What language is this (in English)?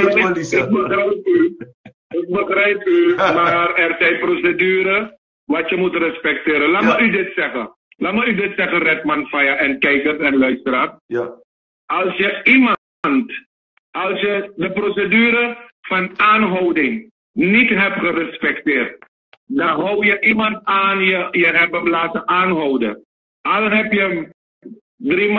Dutch